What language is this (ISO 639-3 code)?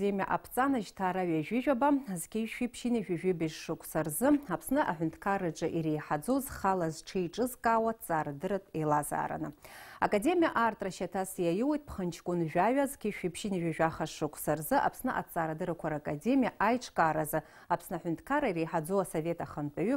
abk